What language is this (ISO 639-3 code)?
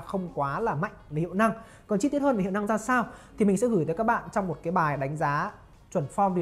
vie